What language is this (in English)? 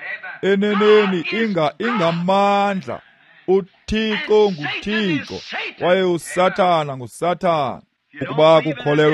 Xhosa